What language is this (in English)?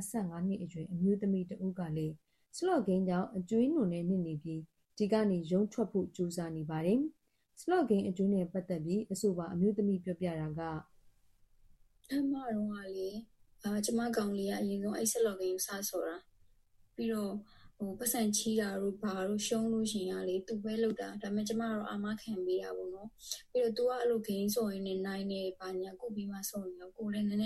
Burmese